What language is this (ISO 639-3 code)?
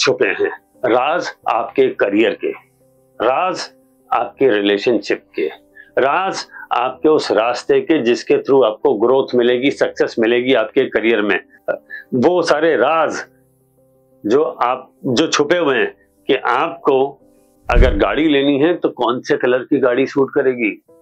hin